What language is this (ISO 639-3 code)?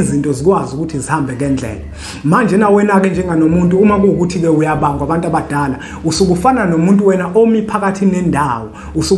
zul